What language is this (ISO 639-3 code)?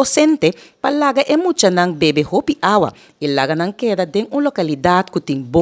pap